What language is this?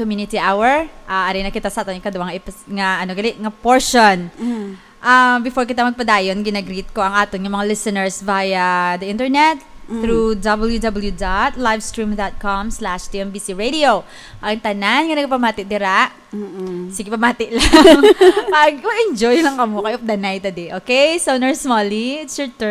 Hiligaynon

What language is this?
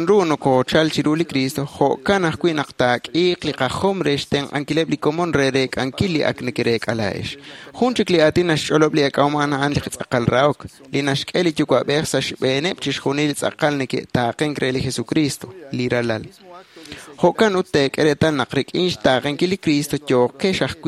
Kekchí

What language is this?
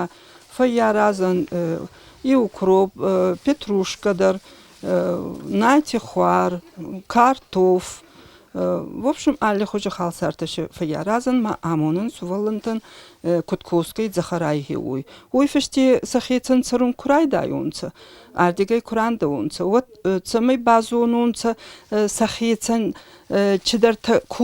Ossetic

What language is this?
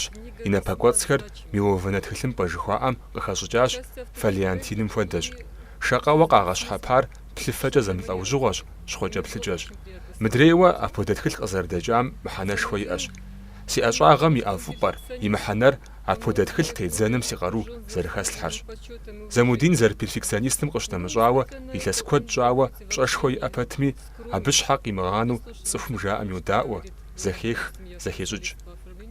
Kabardian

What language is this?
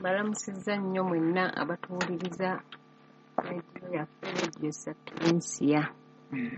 Ganda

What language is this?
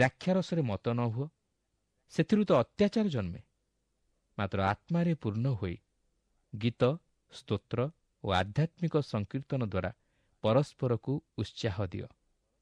Odia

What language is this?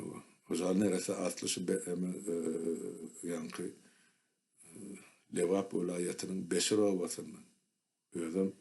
Turkmen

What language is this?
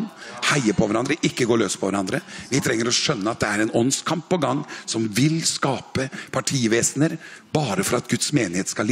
Norwegian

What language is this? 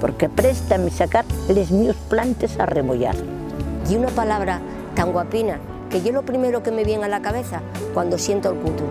Asturian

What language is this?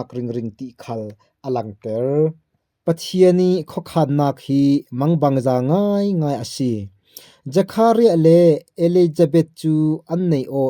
Falam Chin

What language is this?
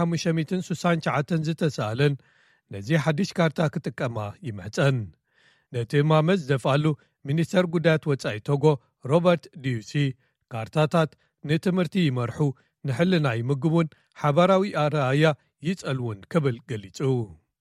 Tigrinya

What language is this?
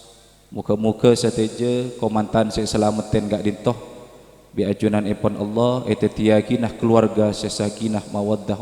Madurese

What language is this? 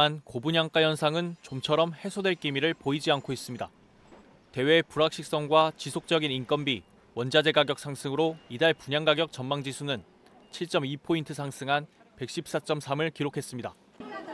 Korean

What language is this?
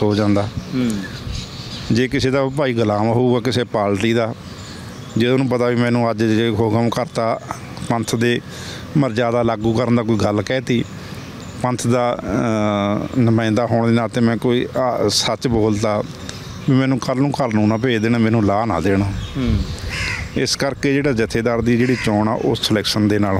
Punjabi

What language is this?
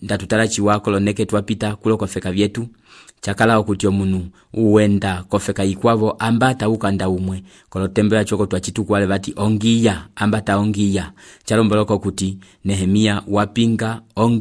Umbundu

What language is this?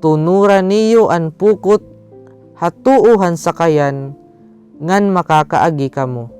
Waray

